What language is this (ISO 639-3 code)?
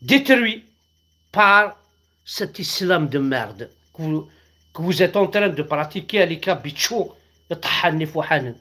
kab